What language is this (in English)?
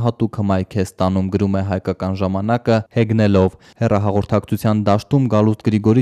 Armenian